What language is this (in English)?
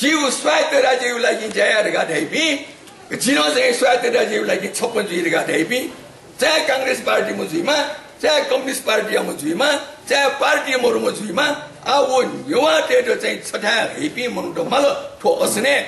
Newari